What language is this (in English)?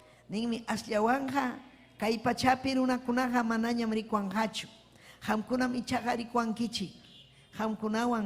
Ayacucho Quechua